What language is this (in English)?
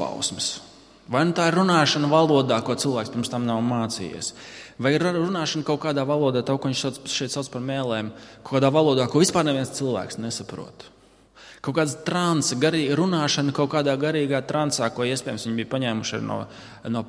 Latvian